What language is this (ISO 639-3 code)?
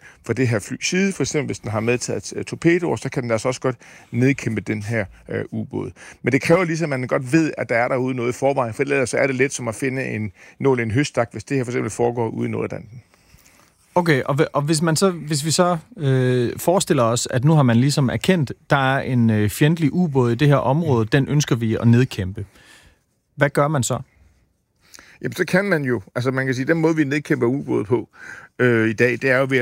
dan